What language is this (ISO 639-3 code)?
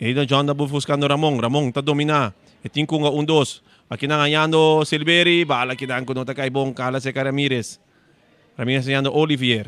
pap